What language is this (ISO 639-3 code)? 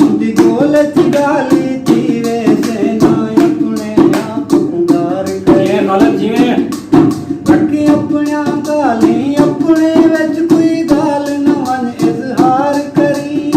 skr